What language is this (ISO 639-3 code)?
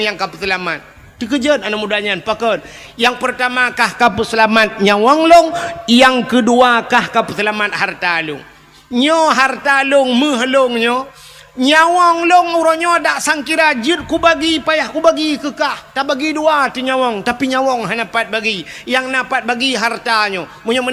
ace